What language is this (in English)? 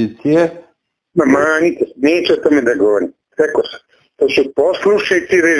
Serbian